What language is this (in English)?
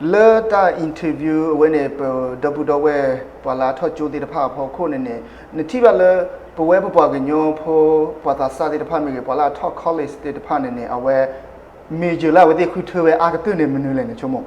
S'gaw Karen